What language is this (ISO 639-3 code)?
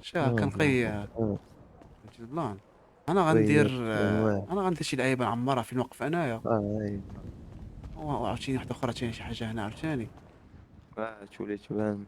ary